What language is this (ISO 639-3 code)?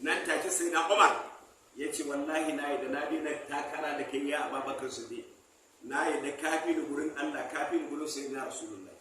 hau